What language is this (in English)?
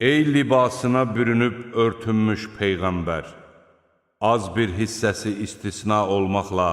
Azerbaijani